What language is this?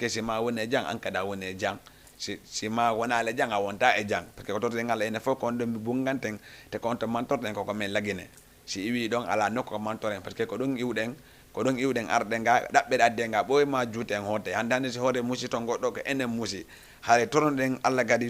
Fula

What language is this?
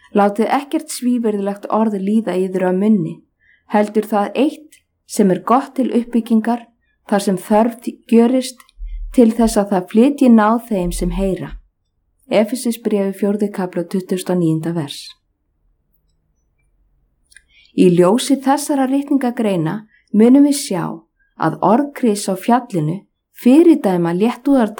Icelandic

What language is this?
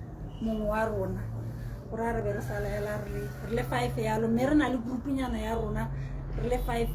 Tswana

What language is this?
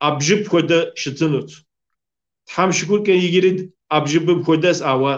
Kabardian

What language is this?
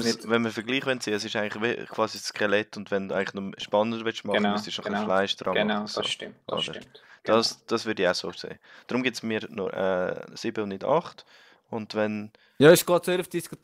Swiss German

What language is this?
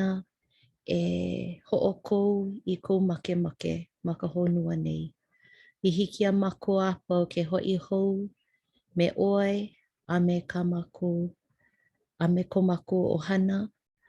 Hawaiian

